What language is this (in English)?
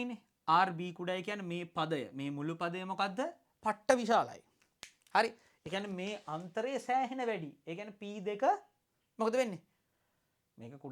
Sinhala